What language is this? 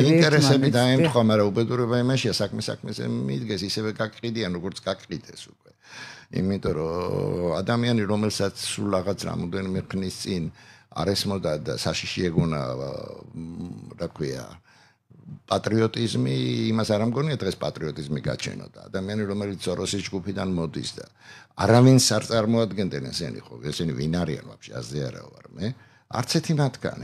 Georgian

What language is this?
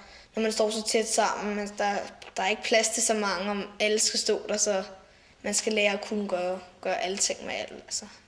Danish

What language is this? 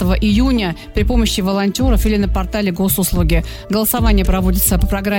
Russian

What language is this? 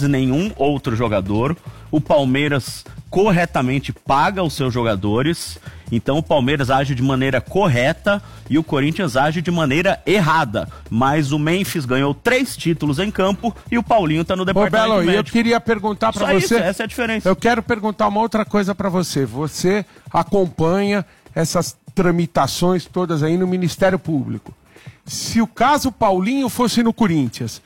Portuguese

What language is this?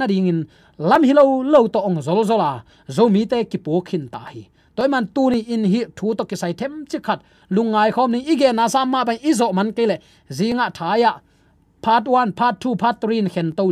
Tedim Chin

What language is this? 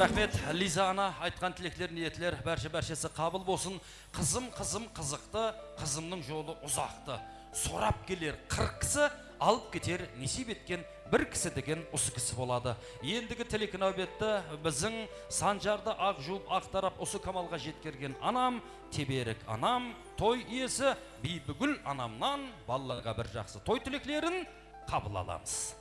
Kara-Kalpak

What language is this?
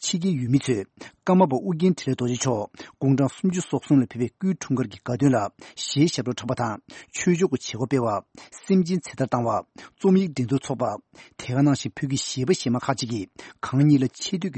Tibetan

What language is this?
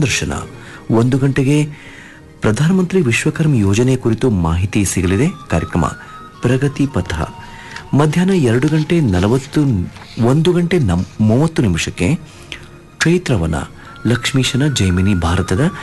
Kannada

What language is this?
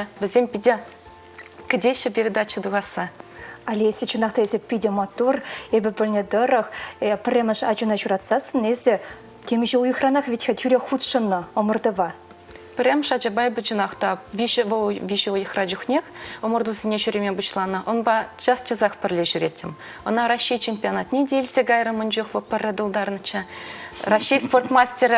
Chuvash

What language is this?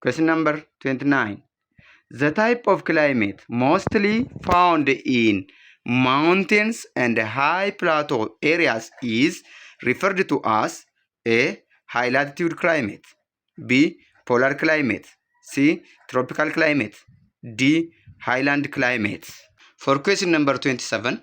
English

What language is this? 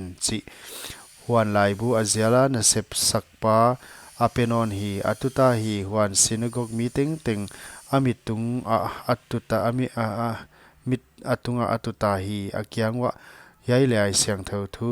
Paite Chin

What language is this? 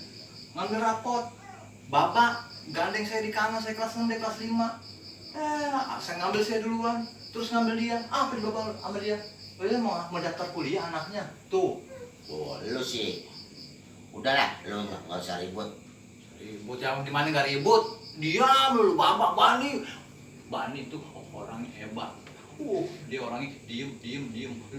Betawi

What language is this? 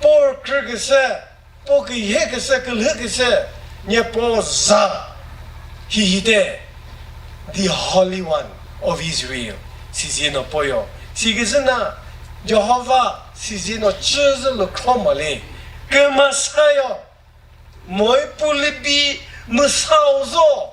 Chokri Naga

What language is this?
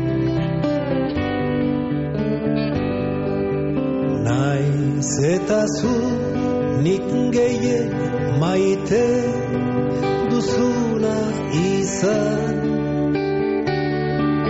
Basque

